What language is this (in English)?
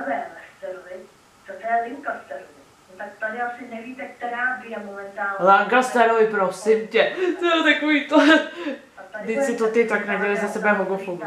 Czech